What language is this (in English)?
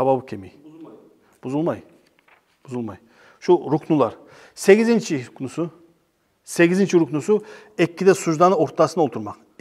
Kumyk